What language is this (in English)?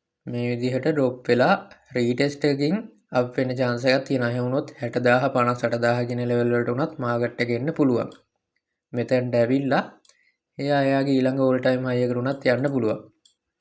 Sinhala